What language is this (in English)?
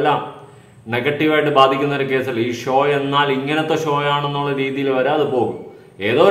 Malayalam